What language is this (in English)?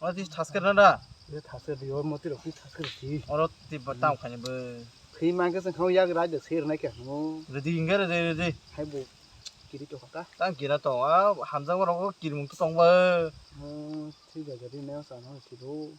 Kok Borok